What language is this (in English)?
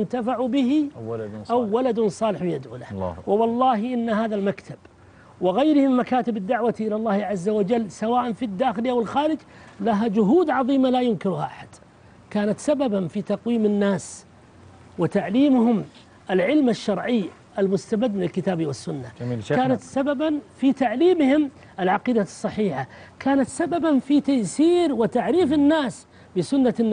Arabic